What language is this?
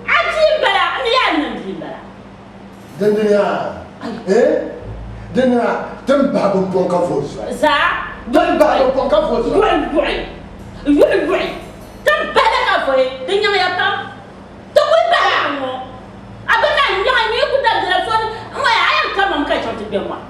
Dagbani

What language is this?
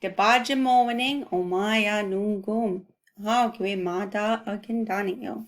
Chippewa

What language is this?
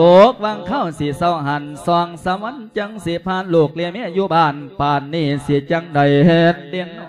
Lao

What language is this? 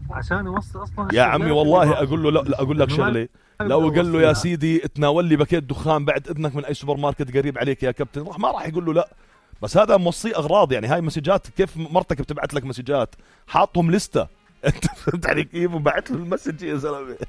North Levantine Arabic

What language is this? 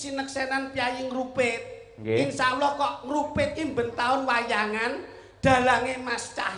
Javanese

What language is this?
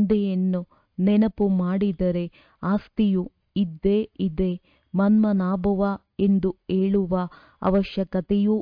Kannada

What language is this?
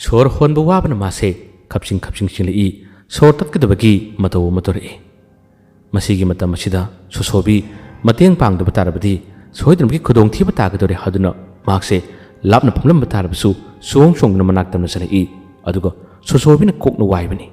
Manipuri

